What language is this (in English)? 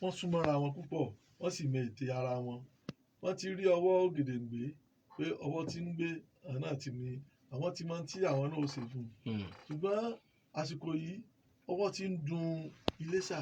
Yoruba